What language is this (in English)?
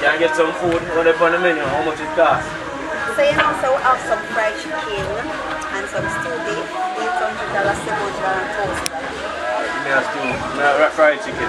Jamaican Creole English